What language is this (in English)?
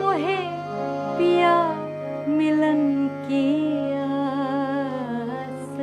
Maithili